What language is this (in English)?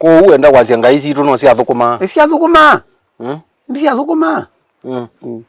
Kamba